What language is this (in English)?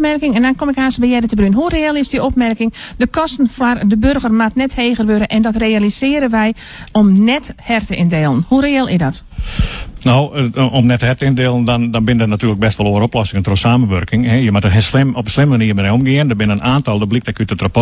Western Frisian